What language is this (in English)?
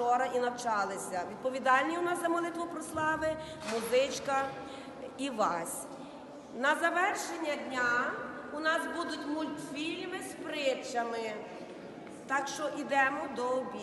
Ukrainian